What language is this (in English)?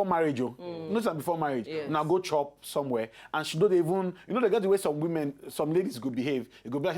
Nigerian Pidgin